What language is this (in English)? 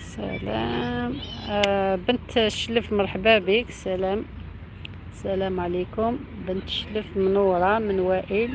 Algerian Arabic